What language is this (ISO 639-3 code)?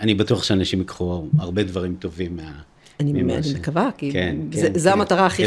heb